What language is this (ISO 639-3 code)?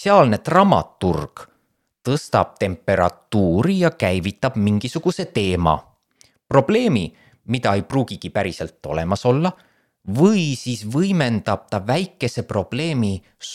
est